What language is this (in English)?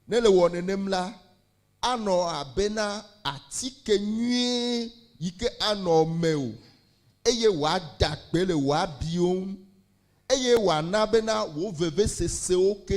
Ewe